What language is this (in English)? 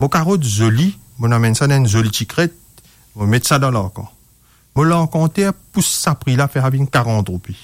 Morisyen